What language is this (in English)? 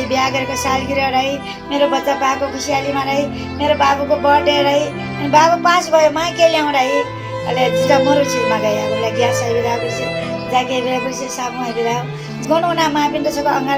Newari